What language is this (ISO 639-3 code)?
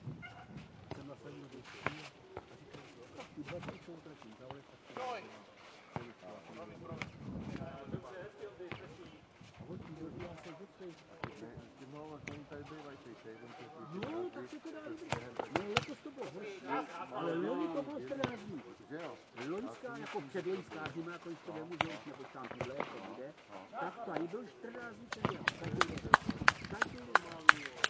ces